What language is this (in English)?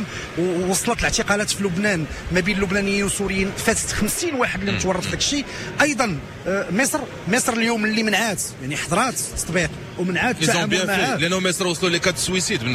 Moroccan Arabic